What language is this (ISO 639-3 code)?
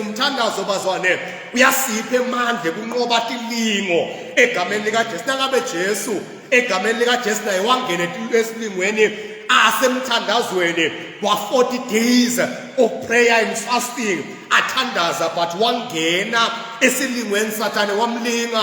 zul